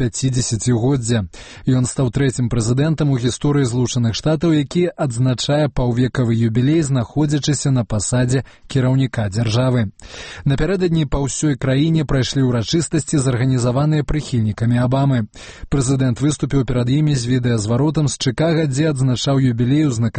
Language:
Belarusian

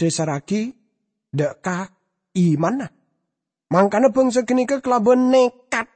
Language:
Madurese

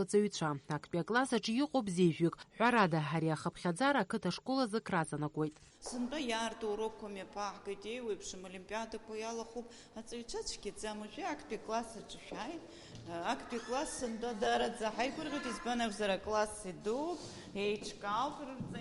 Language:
Abkhazian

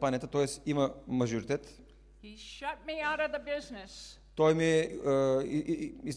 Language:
Bulgarian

